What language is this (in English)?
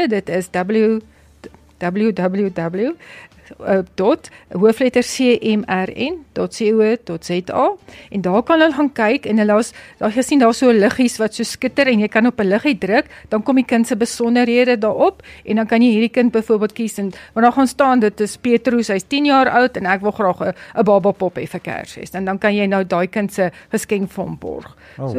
Afrikaans